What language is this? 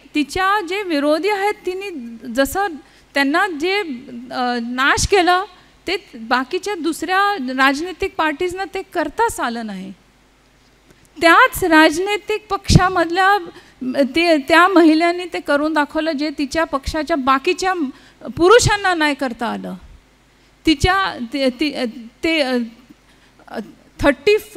Marathi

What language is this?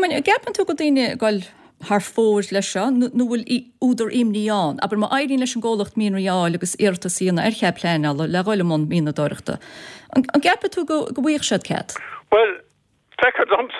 Irish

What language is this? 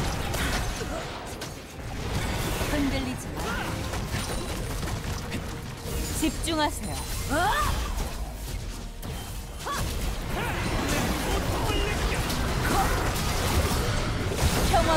Korean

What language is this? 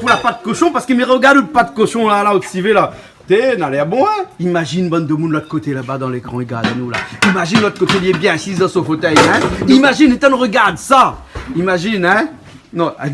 Réunion Creole French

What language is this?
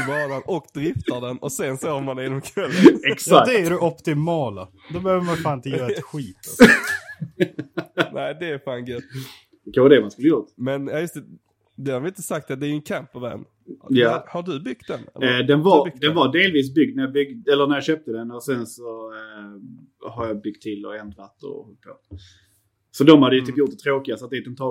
Swedish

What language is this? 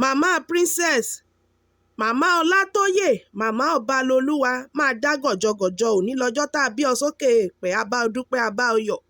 Yoruba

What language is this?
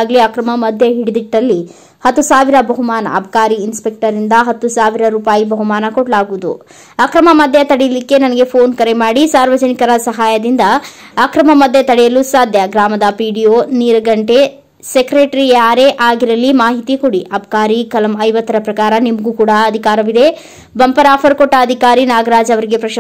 Kannada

